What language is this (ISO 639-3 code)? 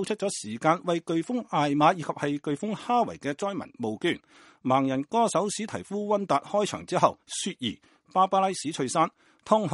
yue